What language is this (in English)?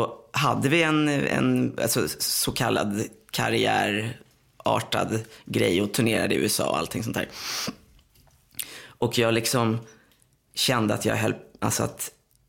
Swedish